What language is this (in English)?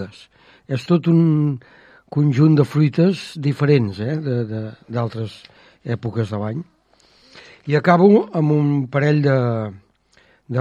Catalan